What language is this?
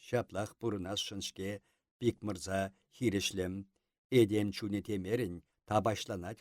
Chuvash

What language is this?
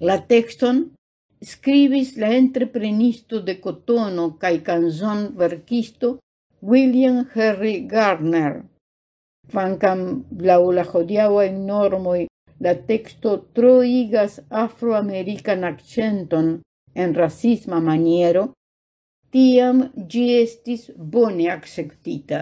Esperanto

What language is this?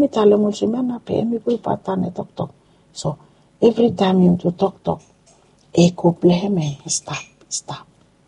Bislama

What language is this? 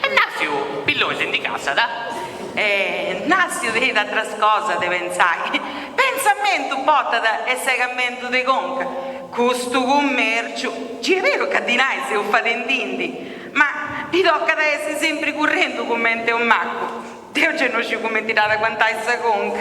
Sardinian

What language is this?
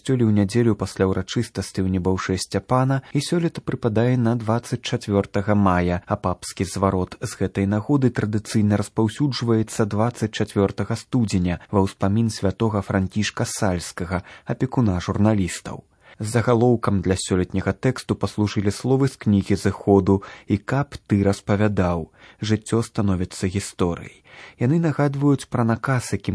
Belarusian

